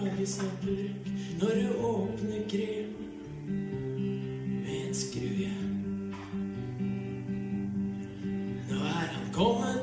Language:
Norwegian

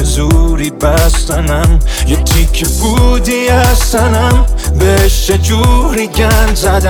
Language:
Persian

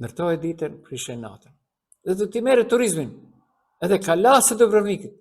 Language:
Albanian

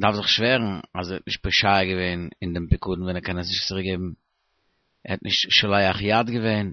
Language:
Yiddish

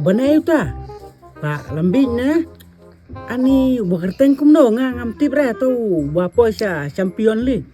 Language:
Khasi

